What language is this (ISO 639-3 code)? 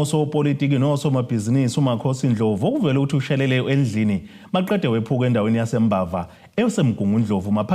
zul